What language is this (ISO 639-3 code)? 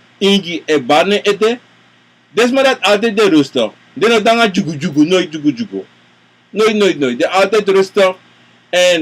srn